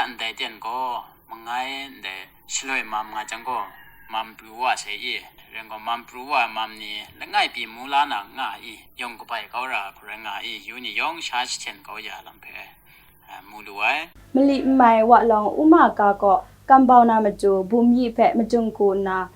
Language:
Kachin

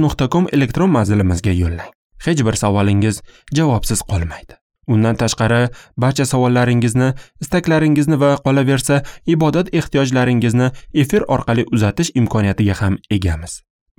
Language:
Uzbek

